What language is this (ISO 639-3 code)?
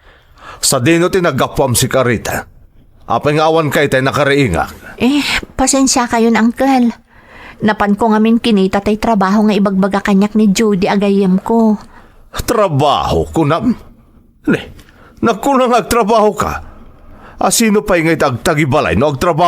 ilo